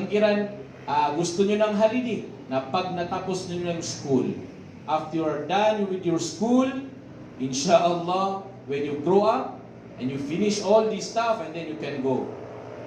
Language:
Maranao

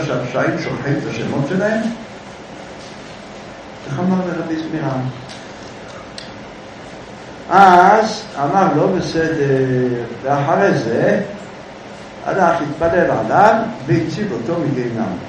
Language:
Hebrew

